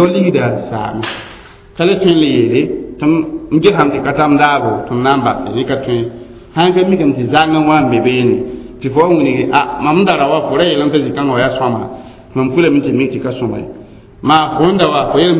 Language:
Mossi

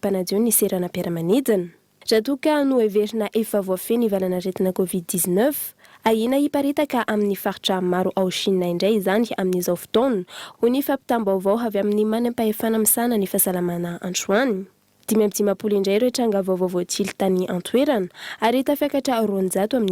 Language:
Malagasy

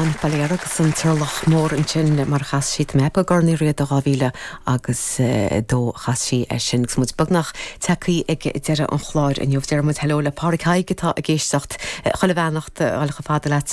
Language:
Irish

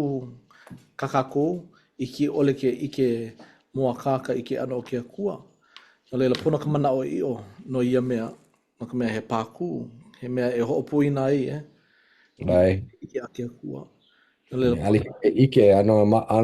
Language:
Hawaiian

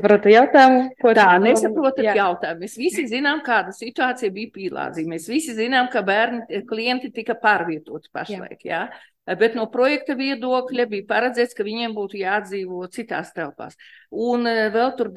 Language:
Latvian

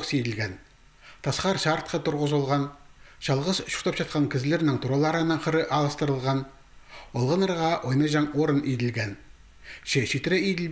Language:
Khakas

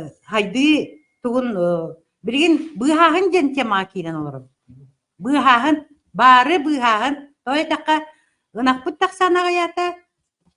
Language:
Yakut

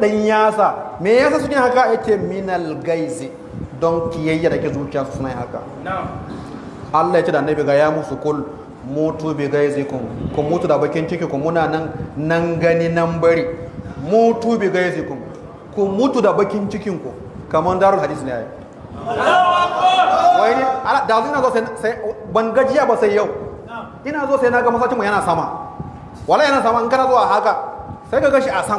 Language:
Hausa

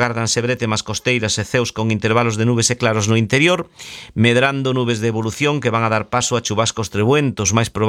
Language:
Galician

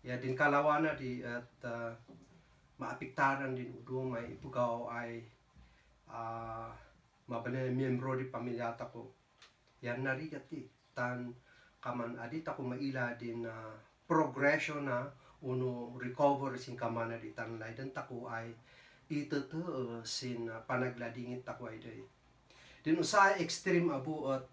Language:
Kankanaey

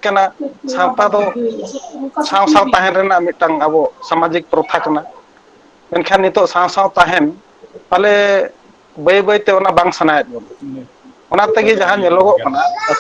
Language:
Santali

